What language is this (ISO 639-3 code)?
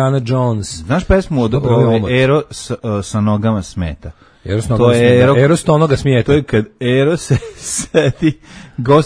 srp